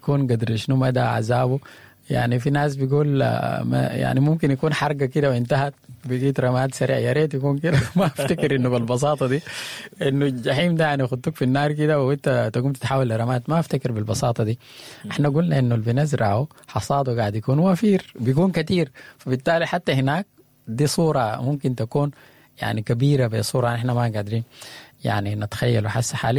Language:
Sudanese Arabic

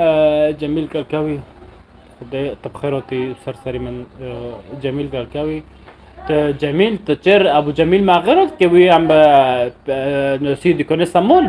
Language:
North Levantine Arabic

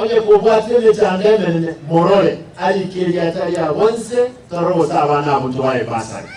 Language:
Gusii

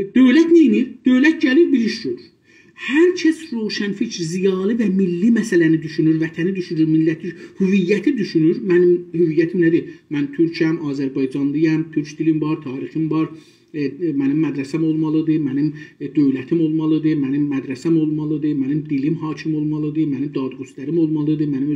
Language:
South Azerbaijani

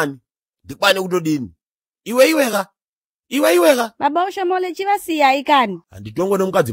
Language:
Shona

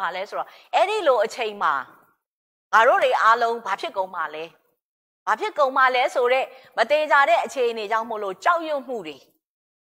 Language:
Burmese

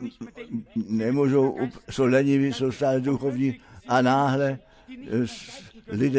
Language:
Czech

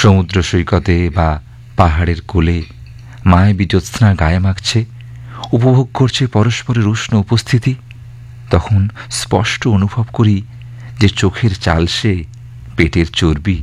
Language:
Bangla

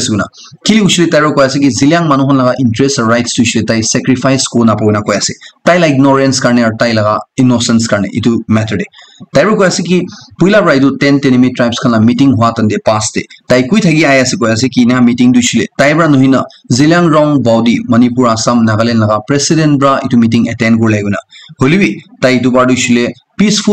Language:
Naga Pidgin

